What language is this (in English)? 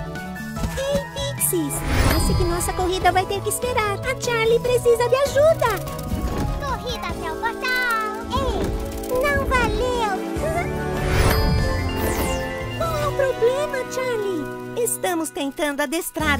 Portuguese